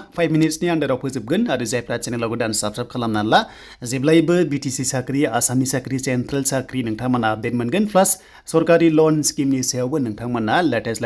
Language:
Bodo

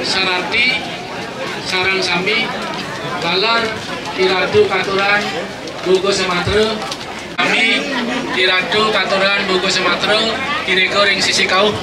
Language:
Balinese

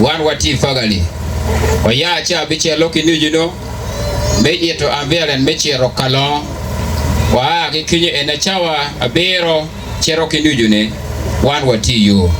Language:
Acoli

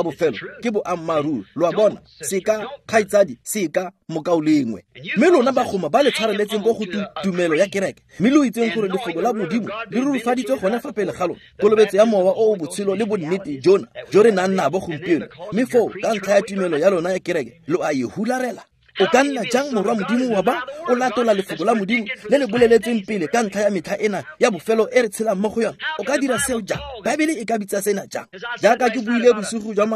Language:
Tswana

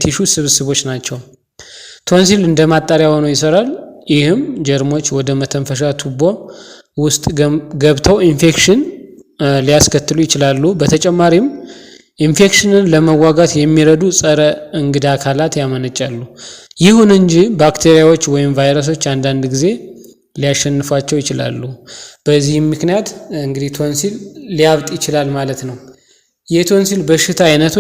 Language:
Amharic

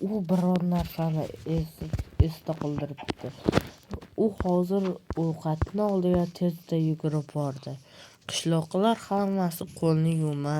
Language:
Uzbek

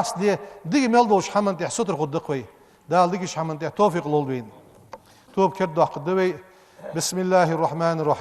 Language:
Ingush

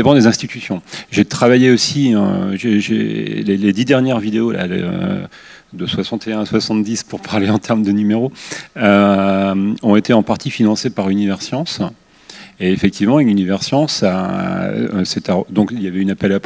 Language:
French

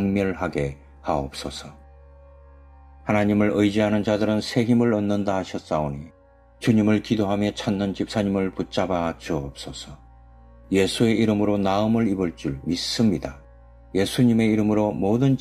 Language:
Korean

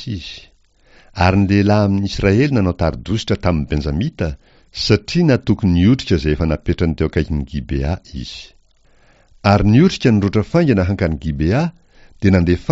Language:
Malagasy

